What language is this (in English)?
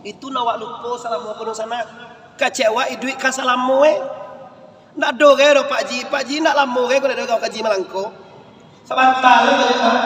Minangkabau